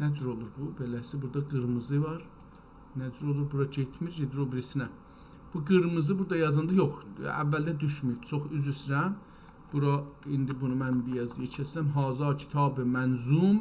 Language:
South Azerbaijani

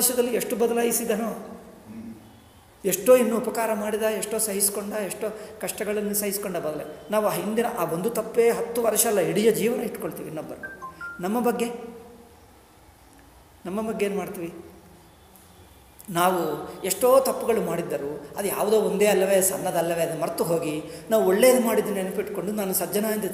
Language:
Kannada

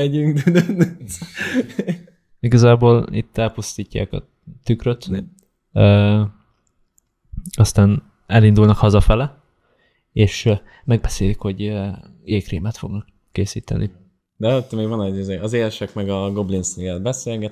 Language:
Hungarian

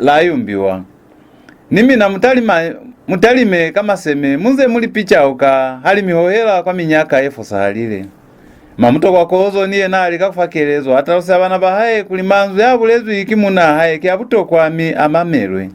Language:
Lozi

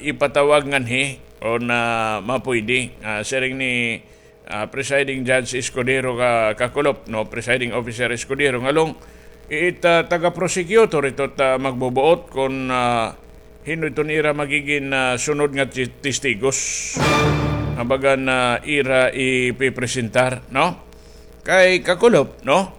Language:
Waray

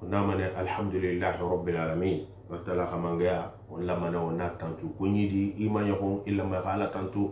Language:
Susu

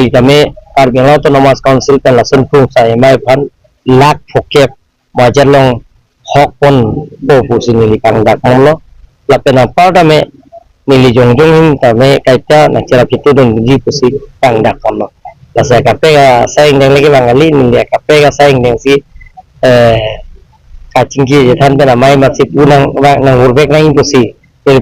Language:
Karbi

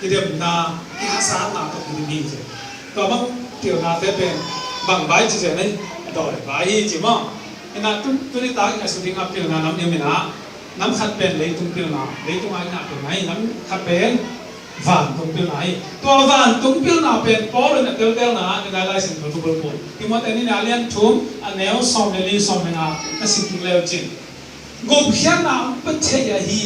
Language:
Tedim Chin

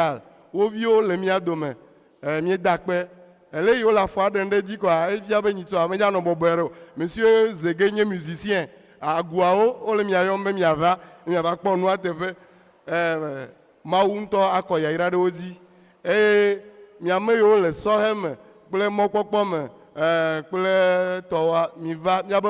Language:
Ewe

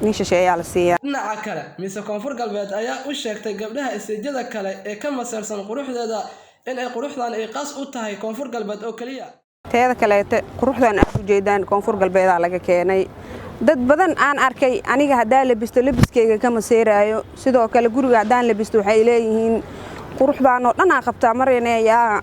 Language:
Somali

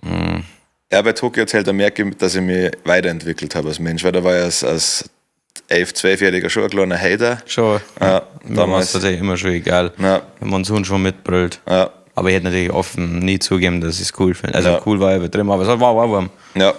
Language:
Bavarian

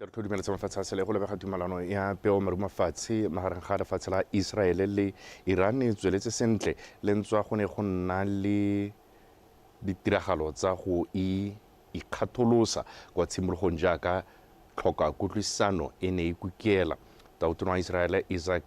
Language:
Tswana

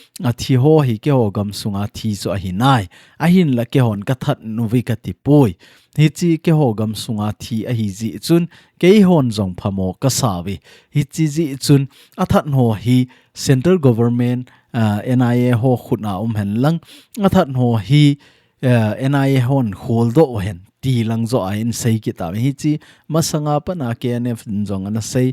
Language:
Thado Chin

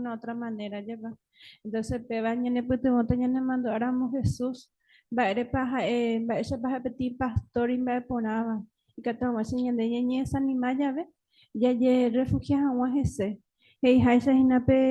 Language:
Guarani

